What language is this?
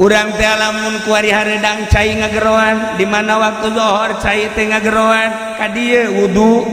Sundanese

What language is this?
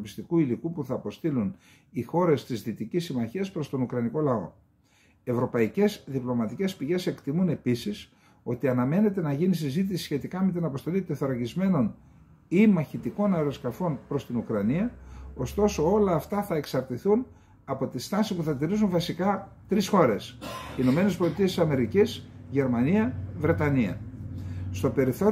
Greek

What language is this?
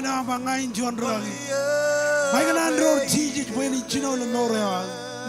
Marshallese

